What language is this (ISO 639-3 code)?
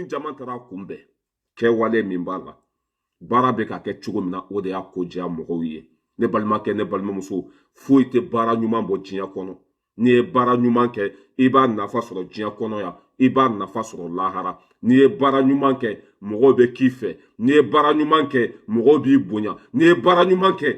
bam